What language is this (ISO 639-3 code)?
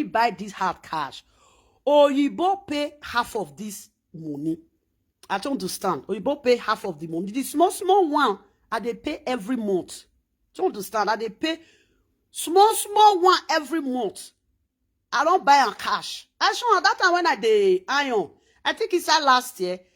pcm